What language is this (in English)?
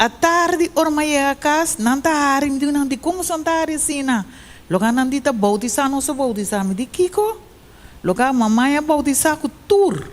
Papiamento